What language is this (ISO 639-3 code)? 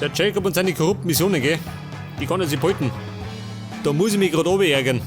bar